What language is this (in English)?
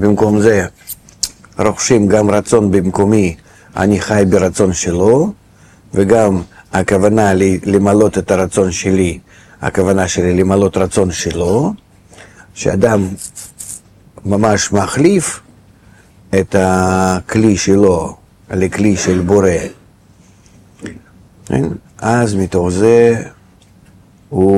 Hebrew